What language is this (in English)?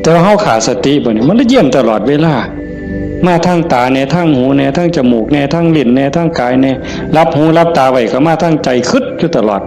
Northeastern Thai